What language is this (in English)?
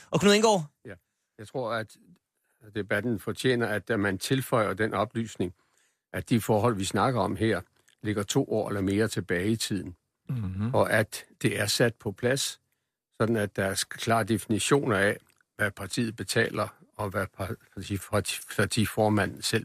Danish